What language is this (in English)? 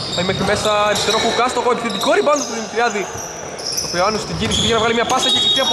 Greek